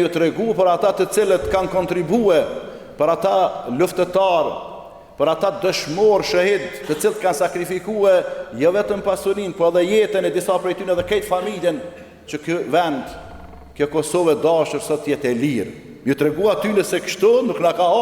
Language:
Albanian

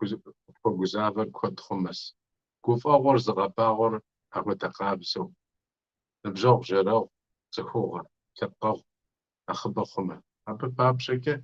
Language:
Kabardian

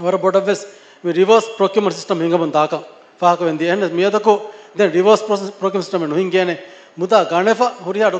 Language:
Divehi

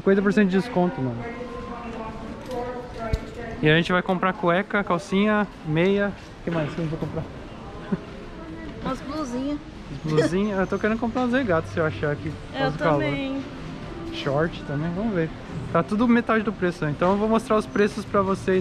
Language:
Portuguese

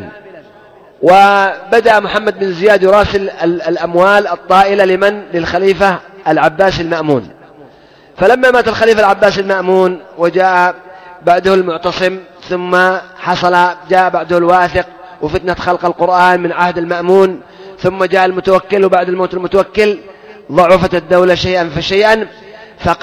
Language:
Arabic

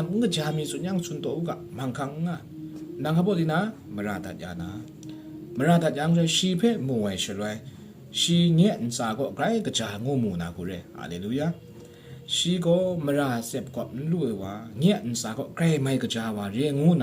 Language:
Kachin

